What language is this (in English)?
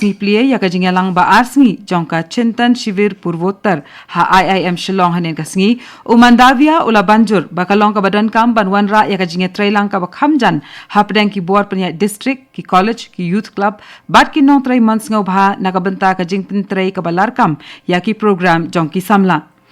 Khasi